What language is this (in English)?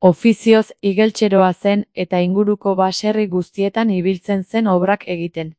Basque